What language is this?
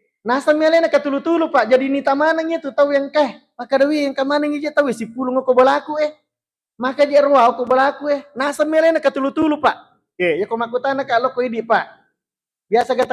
Buginese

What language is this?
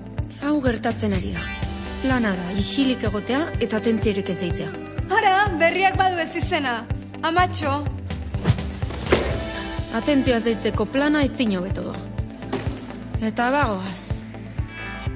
Basque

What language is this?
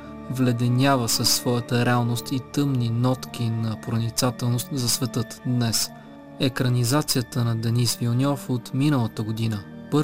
Bulgarian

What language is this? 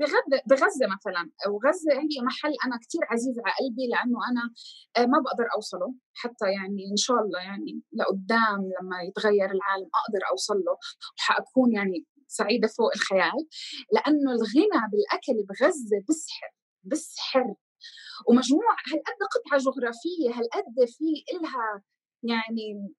North Levantine Arabic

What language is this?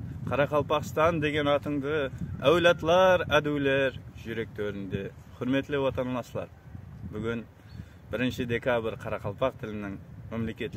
Kara-Kalpak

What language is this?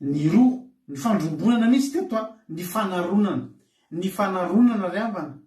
Malagasy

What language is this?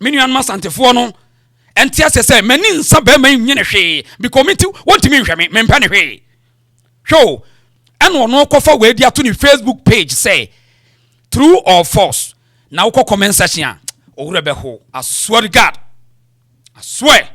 Akan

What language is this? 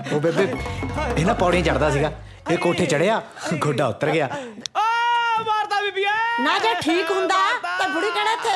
Punjabi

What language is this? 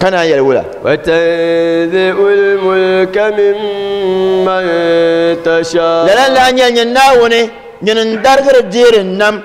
Dagbani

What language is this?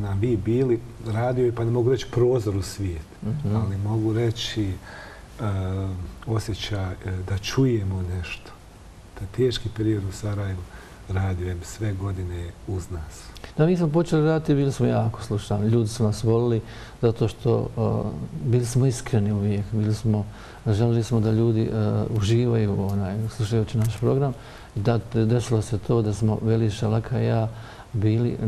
Bosnian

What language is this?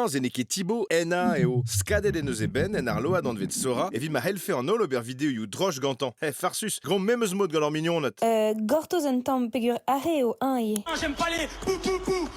Breton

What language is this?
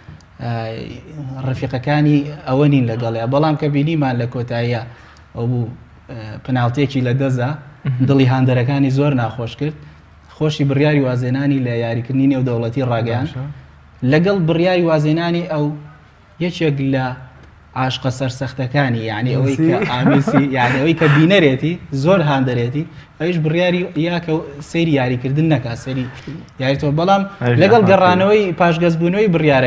Central Kurdish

